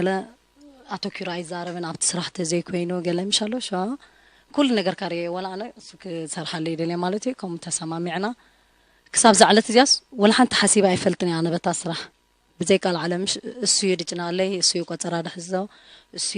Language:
Tigrinya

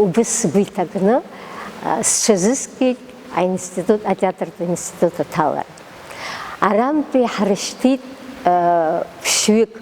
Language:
Abkhazian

